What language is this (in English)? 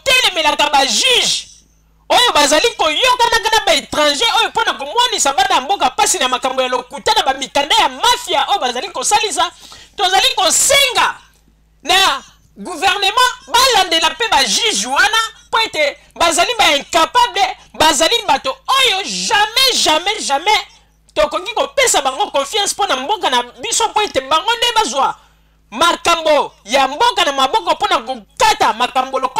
Lingala